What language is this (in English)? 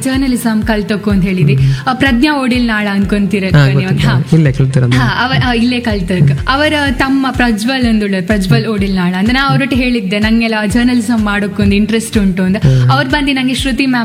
Kannada